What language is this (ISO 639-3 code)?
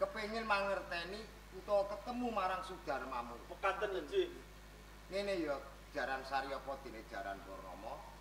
jav